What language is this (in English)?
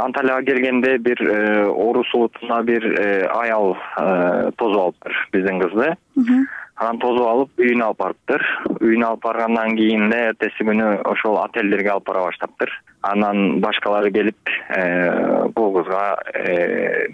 Kyrgyz